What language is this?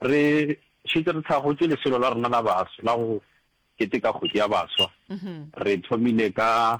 Northern Sotho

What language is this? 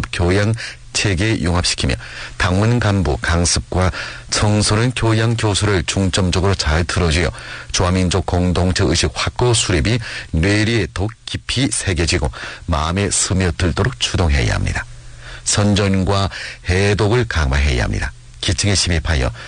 Korean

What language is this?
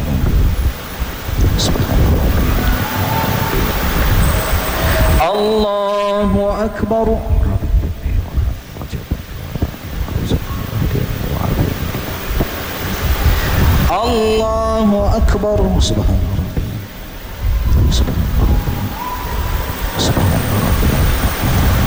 Malay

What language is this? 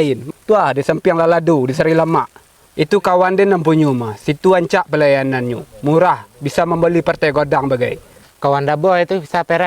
Minangkabau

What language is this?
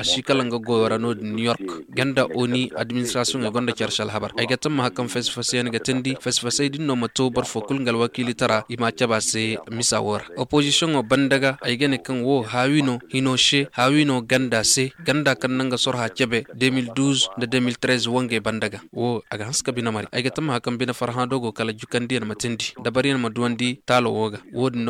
Zarma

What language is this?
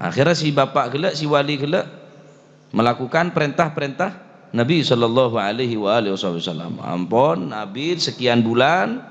Madurese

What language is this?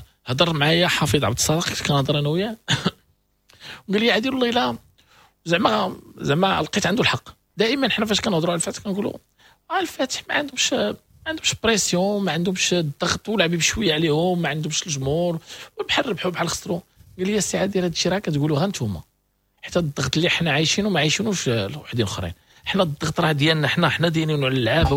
Moroccan Arabic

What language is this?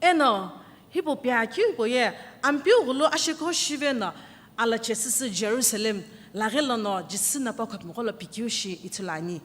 Sumi Naga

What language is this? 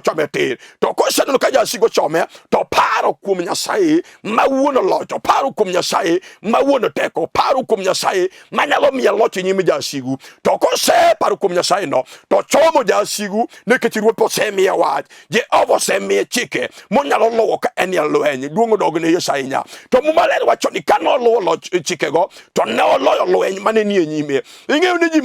Luo (Kenya and Tanzania)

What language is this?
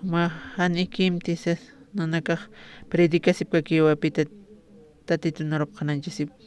Aymara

